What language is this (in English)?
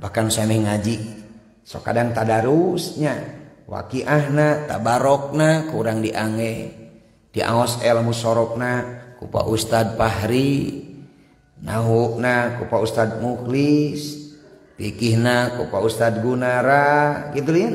Sundanese